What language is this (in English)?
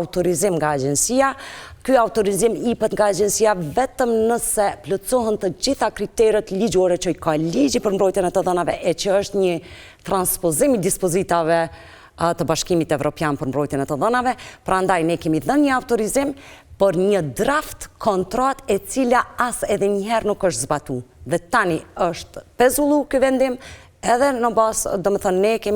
Albanian